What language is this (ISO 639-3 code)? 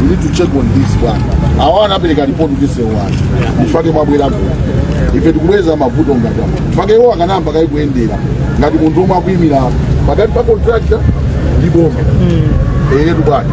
nya